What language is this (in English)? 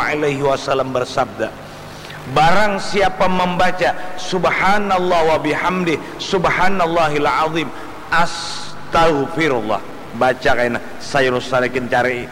Banjar